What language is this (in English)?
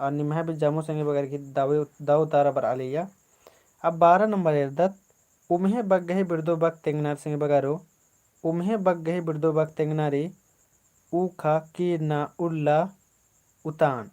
Kurukh